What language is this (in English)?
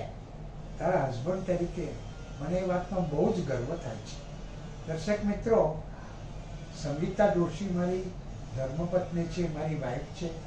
Gujarati